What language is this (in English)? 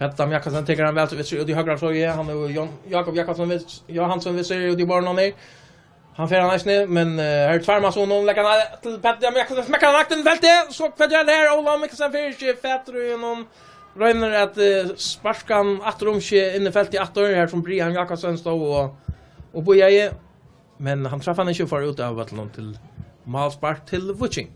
Faroese